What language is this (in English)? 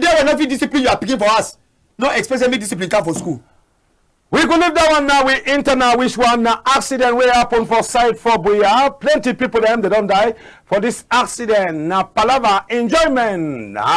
Cameroon Pidgin